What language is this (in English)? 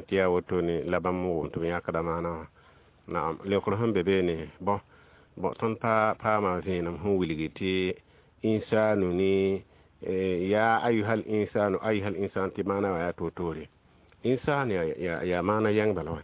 Mossi